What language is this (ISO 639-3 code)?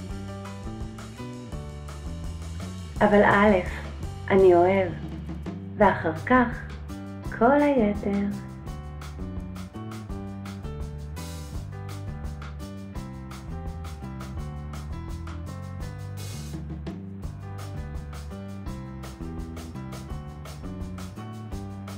heb